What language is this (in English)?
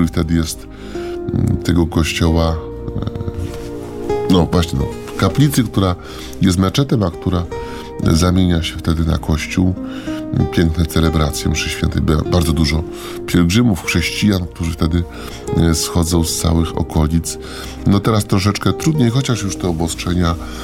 Polish